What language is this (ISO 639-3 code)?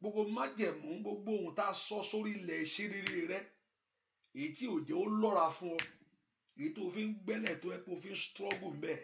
yor